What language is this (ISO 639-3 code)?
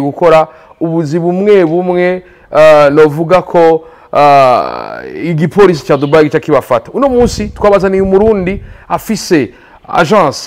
run